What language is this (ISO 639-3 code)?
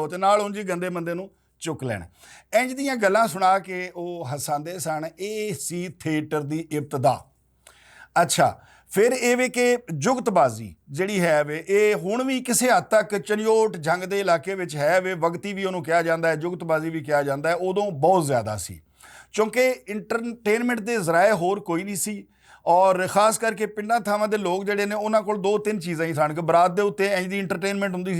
lah